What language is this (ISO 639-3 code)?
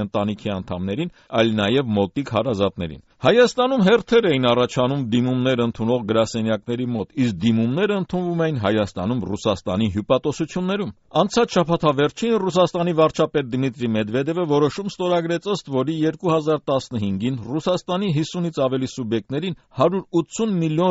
hye